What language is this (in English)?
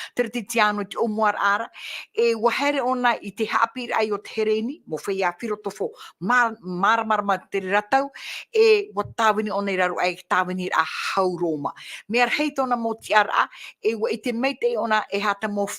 Tahitian